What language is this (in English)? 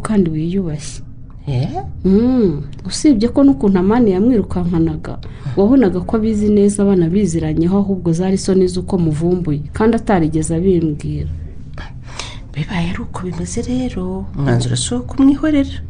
Kinyarwanda